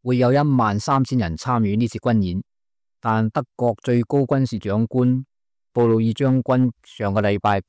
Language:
Cantonese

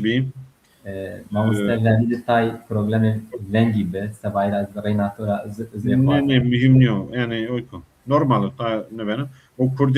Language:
Zaza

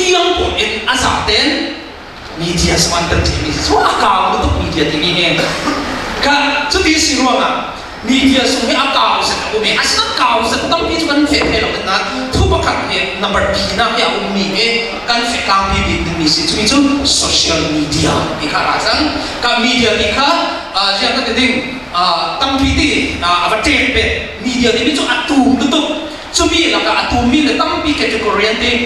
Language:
Falam Chin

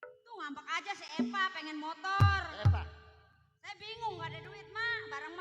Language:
Betawi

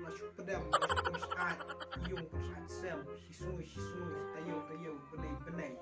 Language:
Khasi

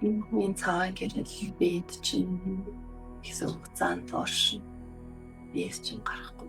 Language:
Mongolian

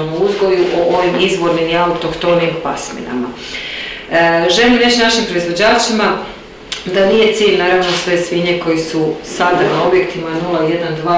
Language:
Croatian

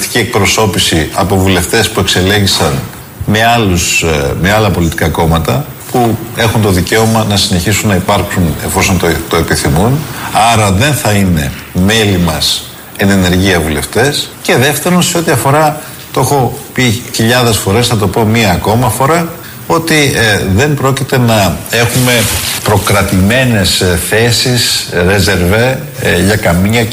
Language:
Greek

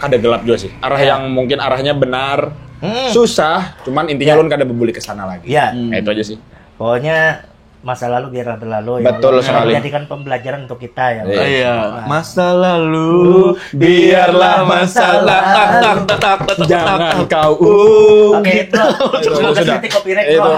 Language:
Banjar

